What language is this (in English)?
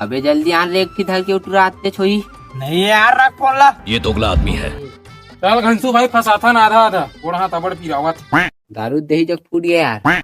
Chhattisgarhi